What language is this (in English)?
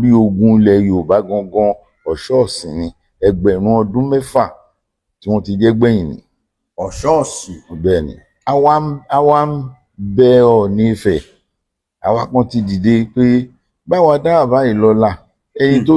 Yoruba